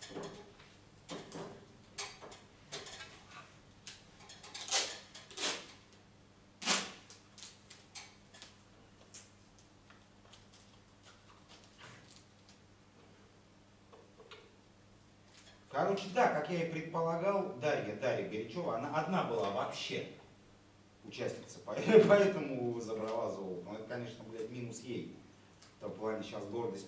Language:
Russian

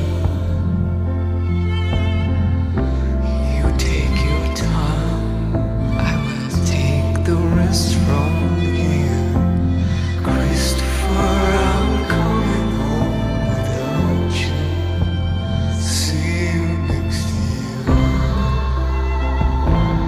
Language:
English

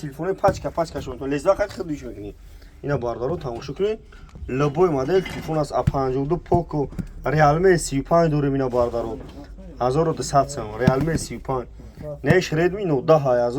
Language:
Tajik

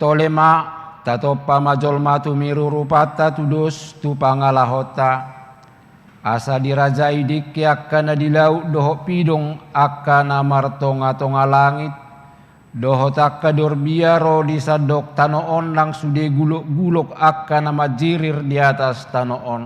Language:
Batak Toba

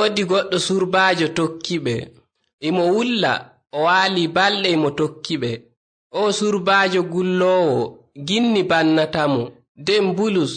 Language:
Nigerian Fulfulde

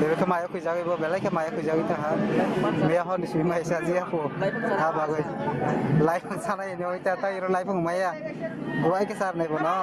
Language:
Kok Borok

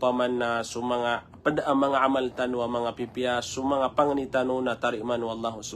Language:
Maranao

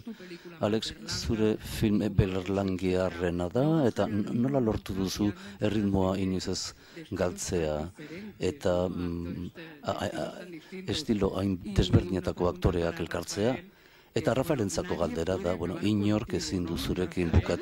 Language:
Basque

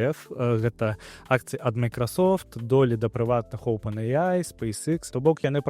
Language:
Belarusian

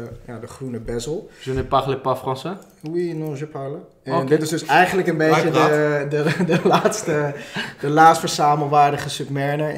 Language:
Dutch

